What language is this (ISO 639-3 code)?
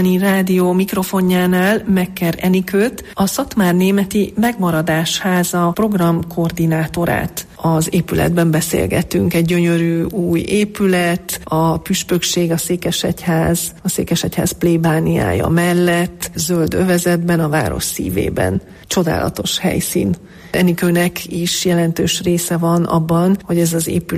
hun